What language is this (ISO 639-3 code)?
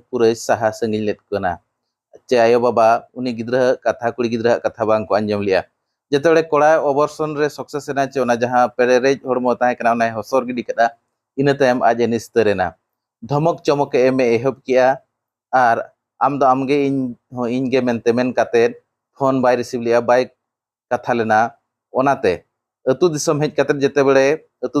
sat